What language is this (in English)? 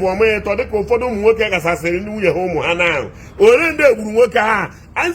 Igbo